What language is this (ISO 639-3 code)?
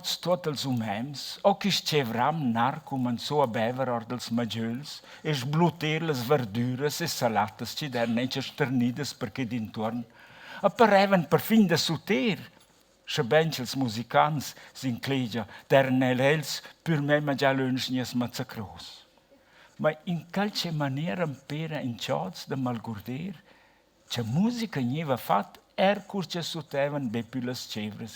roh